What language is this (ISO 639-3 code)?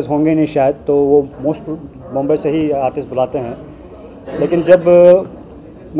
hin